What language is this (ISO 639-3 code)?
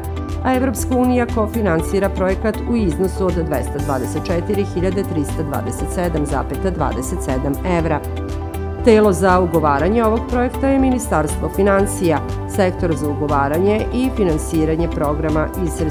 srp